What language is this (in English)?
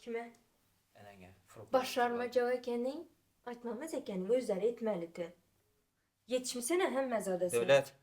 Turkmen